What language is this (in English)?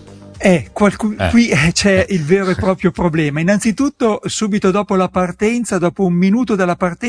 Italian